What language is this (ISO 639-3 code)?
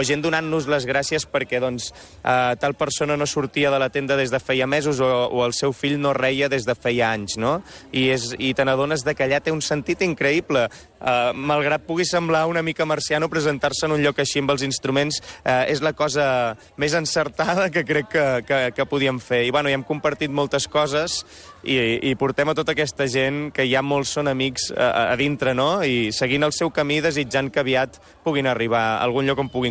cat